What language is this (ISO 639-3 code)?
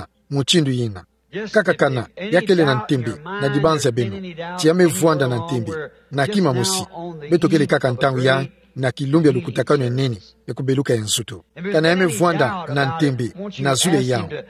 ktu